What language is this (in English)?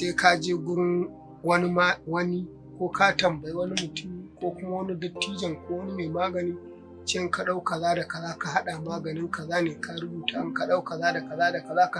Hausa